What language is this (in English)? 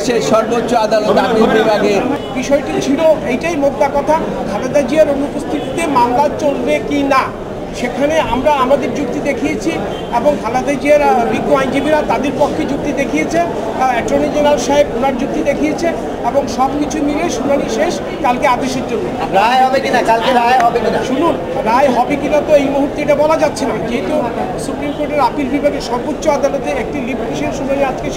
Bangla